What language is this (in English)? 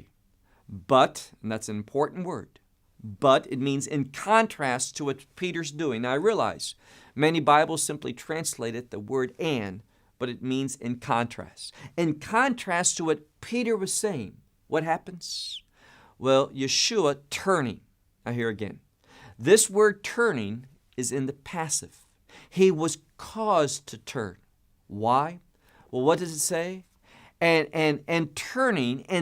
English